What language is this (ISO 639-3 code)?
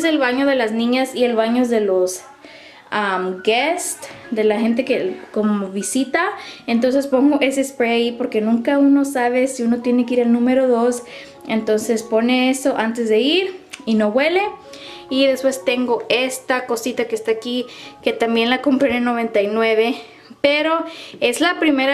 spa